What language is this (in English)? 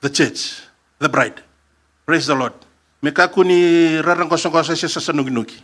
Fijian